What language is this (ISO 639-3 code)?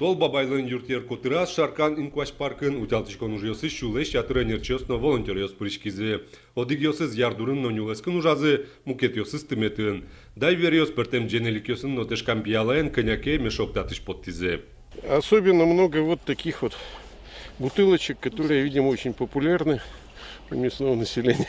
udm